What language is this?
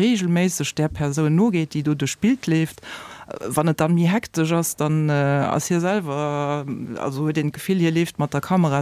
Luxembourgish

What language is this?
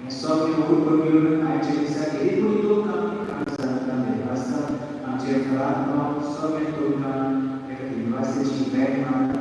Konkani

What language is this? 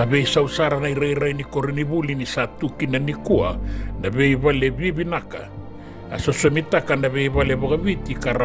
Fijian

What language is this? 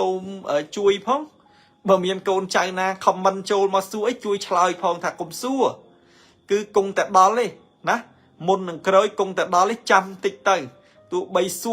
Khmer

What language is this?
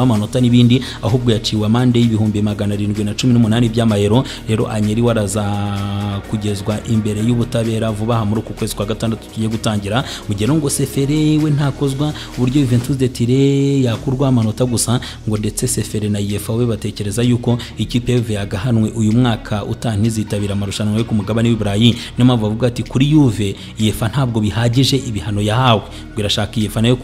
Kinyarwanda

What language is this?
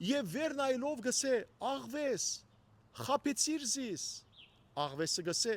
Western Armenian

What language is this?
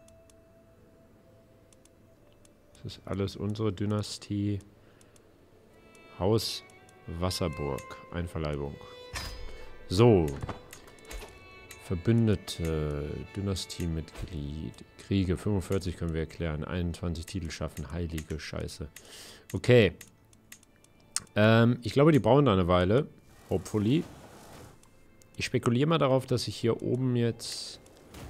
German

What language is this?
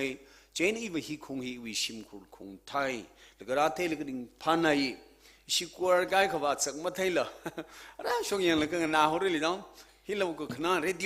Tangkhul Naga (India)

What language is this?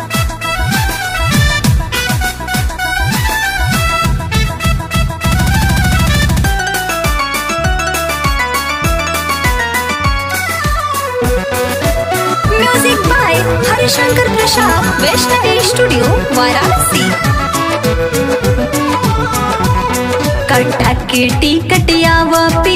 Bhojpuri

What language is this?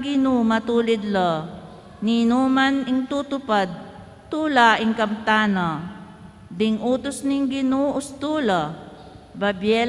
Pampanga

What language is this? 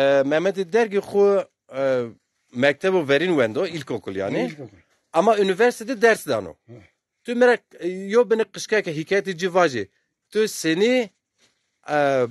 Zaza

